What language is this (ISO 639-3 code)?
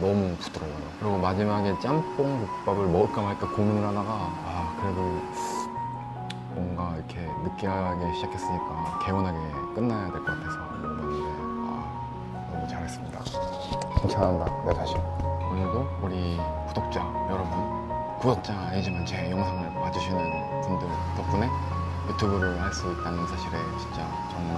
kor